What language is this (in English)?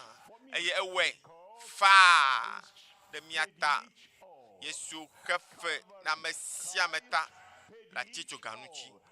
Ewe